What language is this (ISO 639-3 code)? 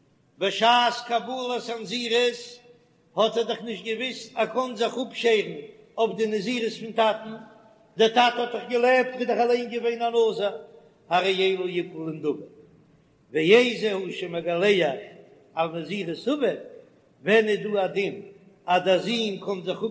yid